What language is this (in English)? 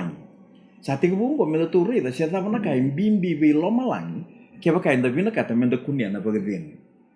Fijian